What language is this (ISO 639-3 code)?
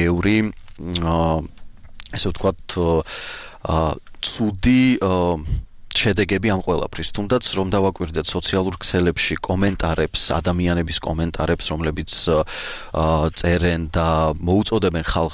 kat